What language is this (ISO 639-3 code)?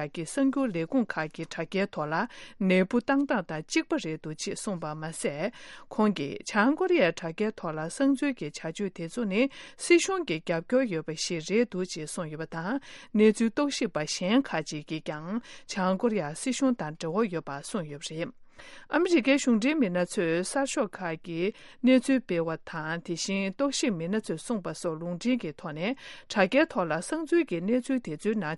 bod